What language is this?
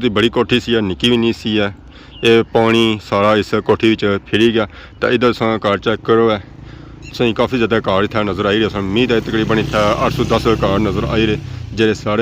Pahari-Potwari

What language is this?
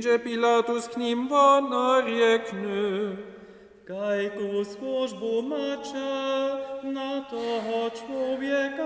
Upper Sorbian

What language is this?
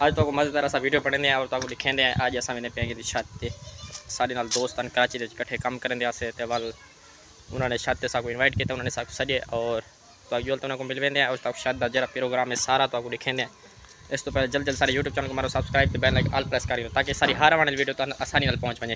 Saraiki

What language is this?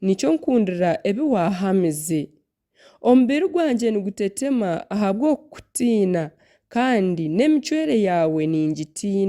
Nyankole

